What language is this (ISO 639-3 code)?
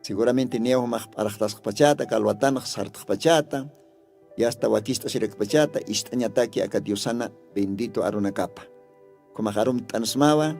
aym